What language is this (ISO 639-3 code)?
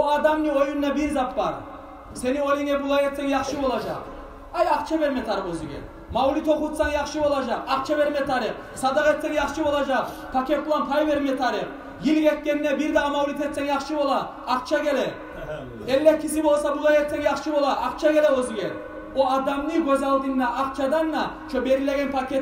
kum